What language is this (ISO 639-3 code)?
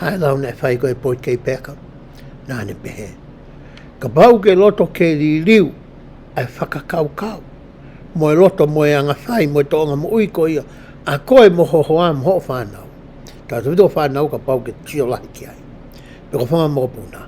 ton